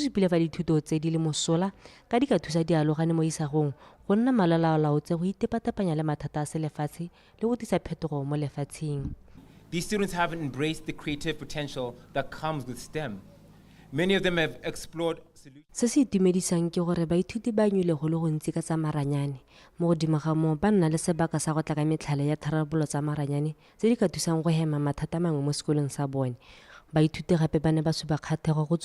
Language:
Tswana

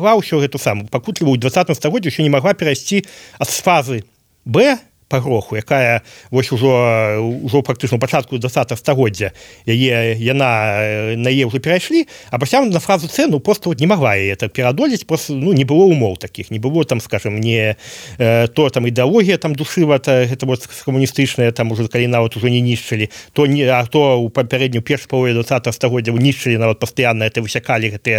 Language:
Belarusian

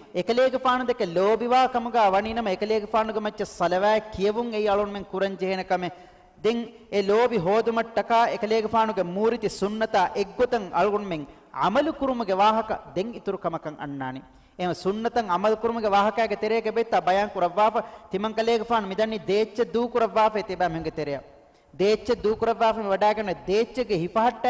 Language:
Divehi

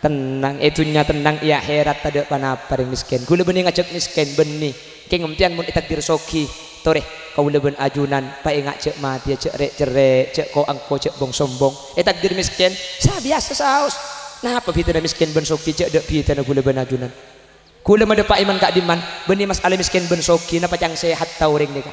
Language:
Madurese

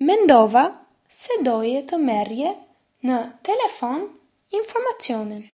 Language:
Albanian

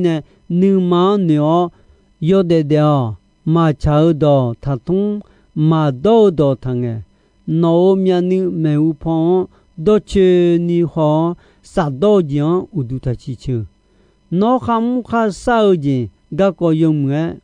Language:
Akha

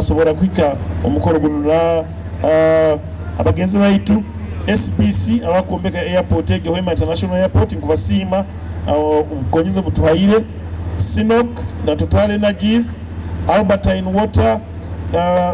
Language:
Nyoro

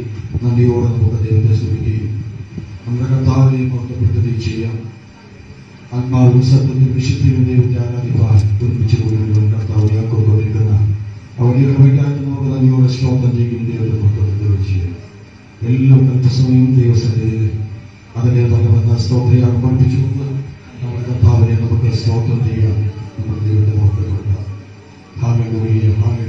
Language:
Malayalam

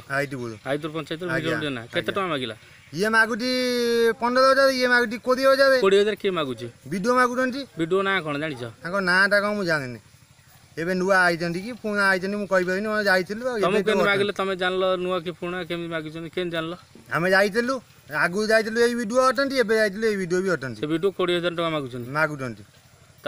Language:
Odia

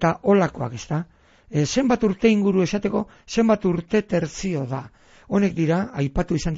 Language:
Basque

